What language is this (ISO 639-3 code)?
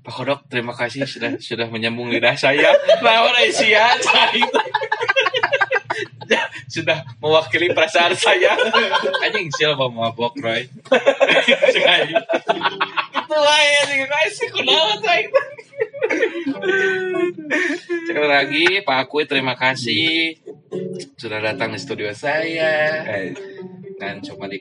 ind